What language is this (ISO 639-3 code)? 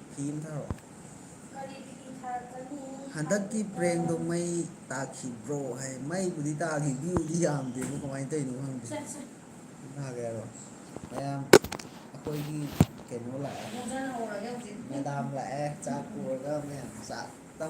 mni